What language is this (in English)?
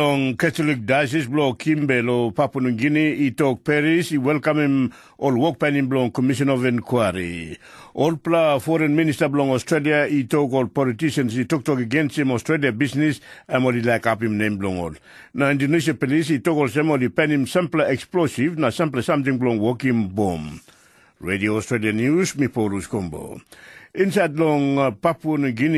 Tok Pisin